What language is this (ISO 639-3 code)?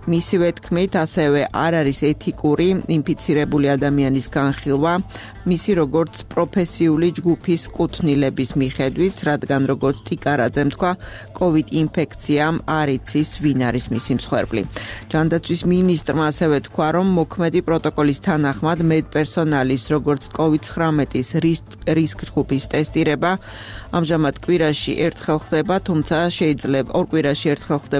kat